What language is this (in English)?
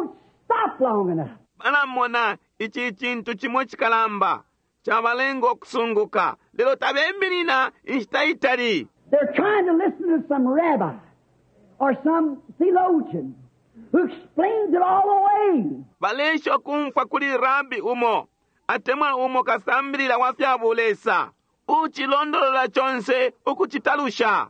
Bemba